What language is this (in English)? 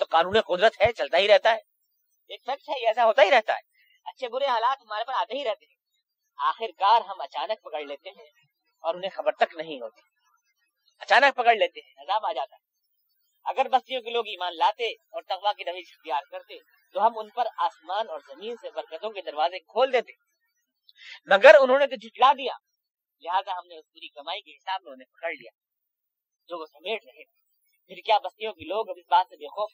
Urdu